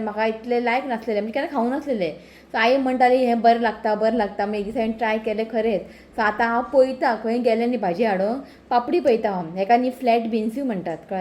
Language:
Konkani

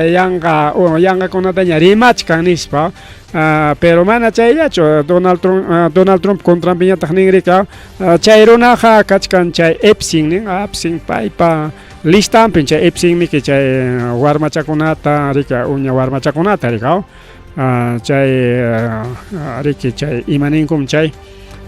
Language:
Ayacucho Quechua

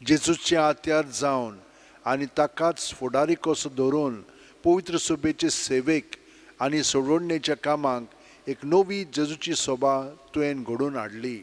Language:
Konkani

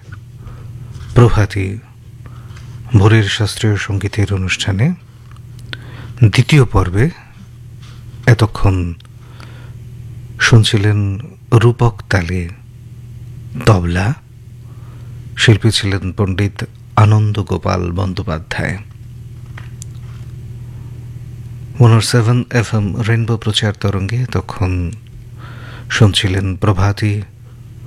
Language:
Bangla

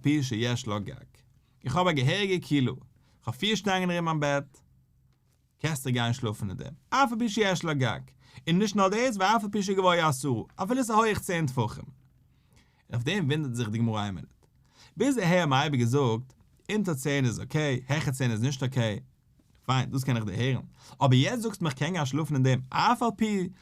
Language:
Yiddish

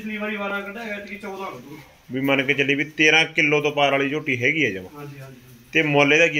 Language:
Punjabi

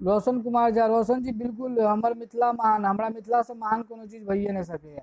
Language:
Maithili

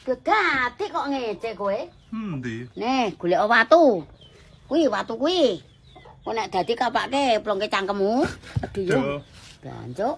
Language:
Javanese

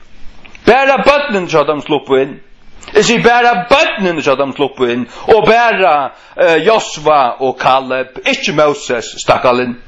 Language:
Faroese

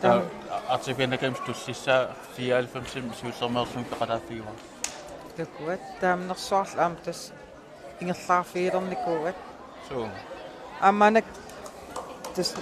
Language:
Kalaallisut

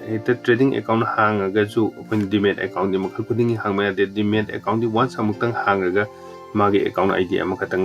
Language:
Manipuri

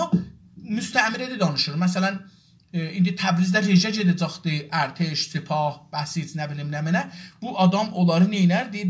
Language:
South Azerbaijani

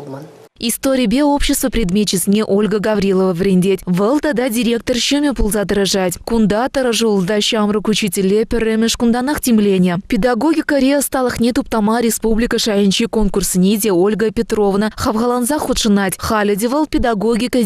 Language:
Chuvash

